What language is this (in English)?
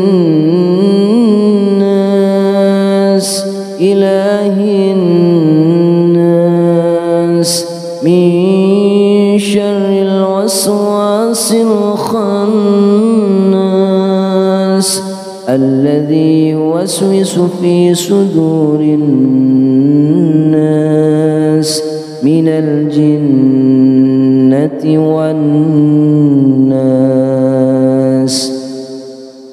Arabic